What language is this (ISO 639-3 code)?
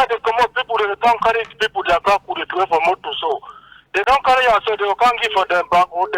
wes